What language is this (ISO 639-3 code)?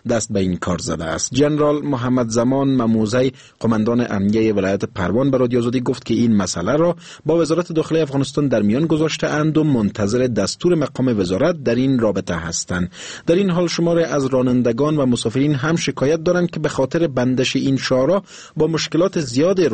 fas